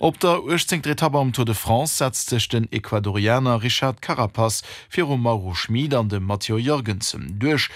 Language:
Luxembourgish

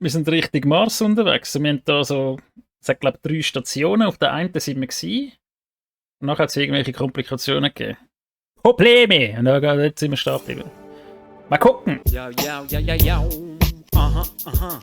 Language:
Swiss German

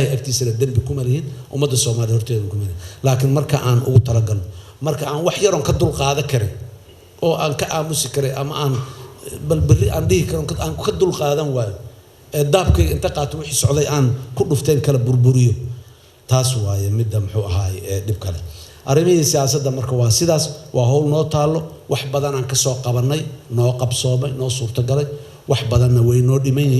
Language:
Somali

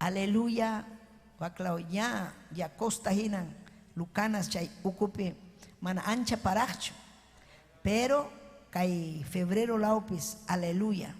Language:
Ayacucho Quechua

